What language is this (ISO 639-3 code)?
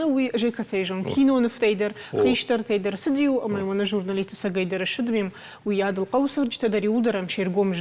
oss